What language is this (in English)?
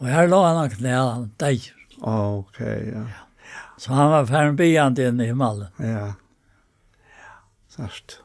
Faroese